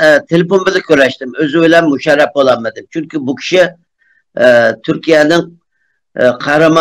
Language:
Uyghur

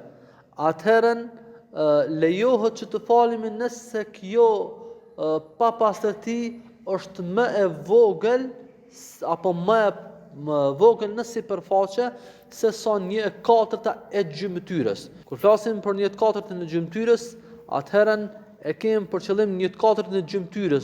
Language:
Albanian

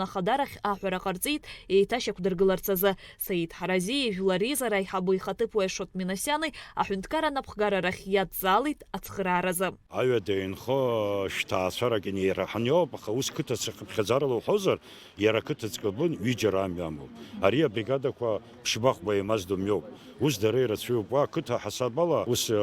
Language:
Abkhazian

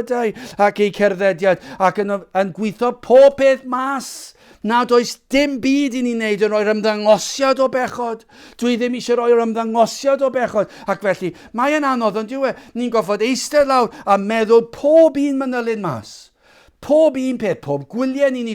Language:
Welsh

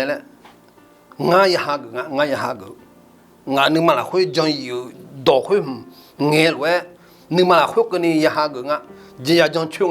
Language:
Akha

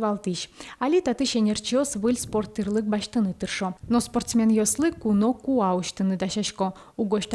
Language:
Udmurt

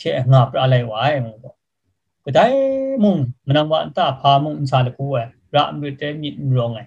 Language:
Kachin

